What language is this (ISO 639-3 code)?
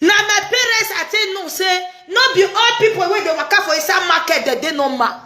pcm